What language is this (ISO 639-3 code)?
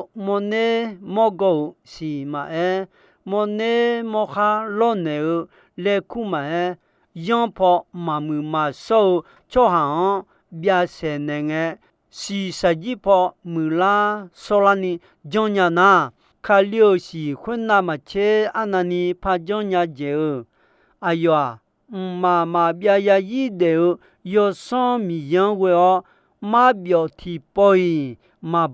ahk